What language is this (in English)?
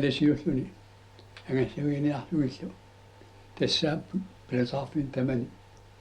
Kalaallisut